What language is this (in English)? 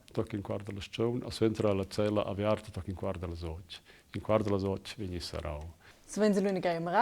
Romansh